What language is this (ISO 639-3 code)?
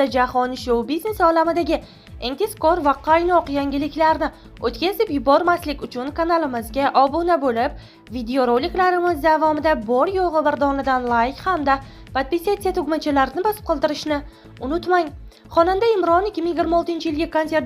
uzb